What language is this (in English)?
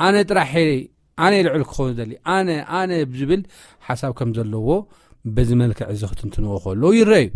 Tigrinya